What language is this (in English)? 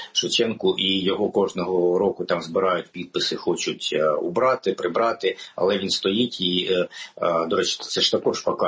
Ukrainian